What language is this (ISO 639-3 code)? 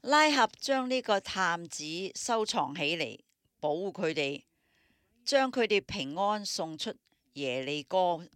yue